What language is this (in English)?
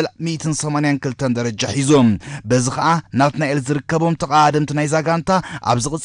Tigrinya